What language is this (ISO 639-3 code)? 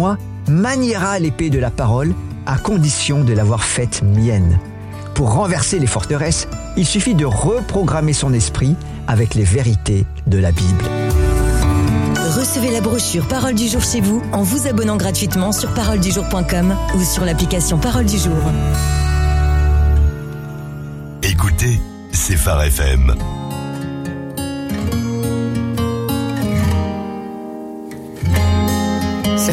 fra